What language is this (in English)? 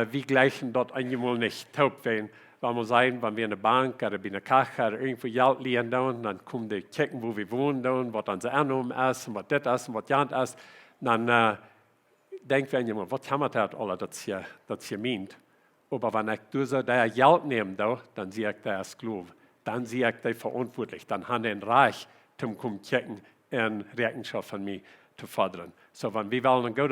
Plautdietsch